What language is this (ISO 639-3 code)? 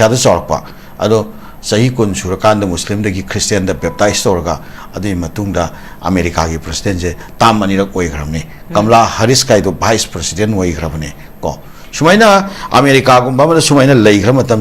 mni